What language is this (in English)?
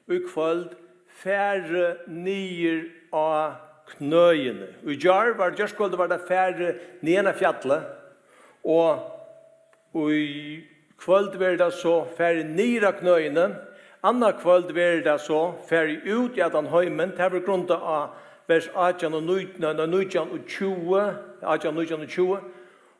Faroese